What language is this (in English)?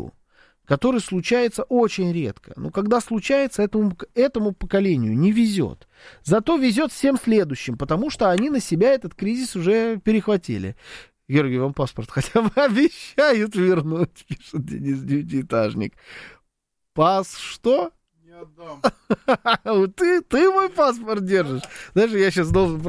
Russian